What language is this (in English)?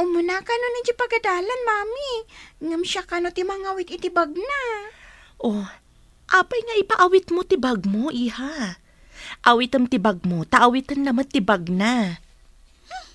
Iloko